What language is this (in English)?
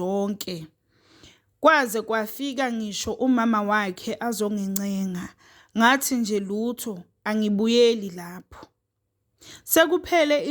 Zulu